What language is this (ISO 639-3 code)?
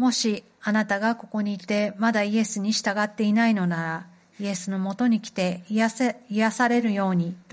jpn